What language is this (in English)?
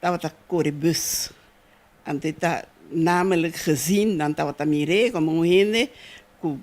Papiamento